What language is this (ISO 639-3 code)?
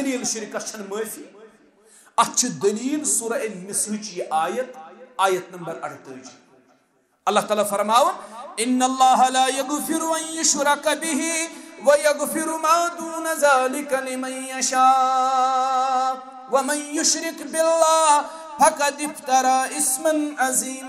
kas